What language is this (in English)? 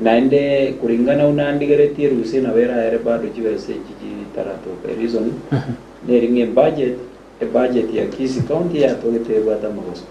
Gusii